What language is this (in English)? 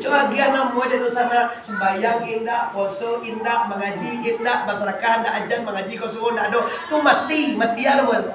Minangkabau